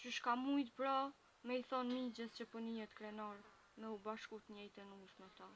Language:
Albanian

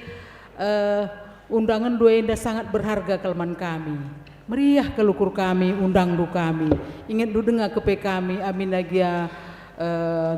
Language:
Batak Karo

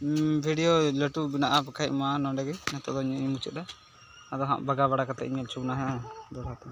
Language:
Santali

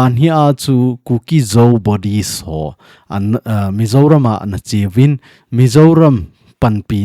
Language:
Thado Chin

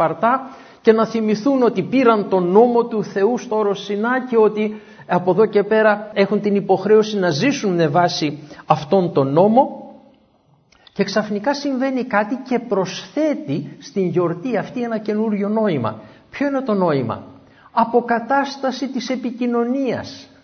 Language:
Greek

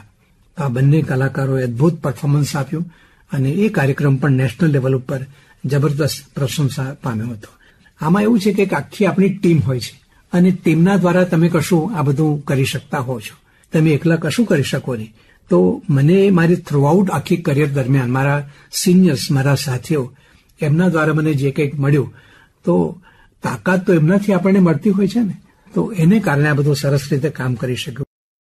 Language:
Gujarati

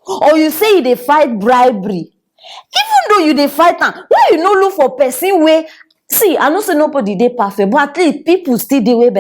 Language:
Nigerian Pidgin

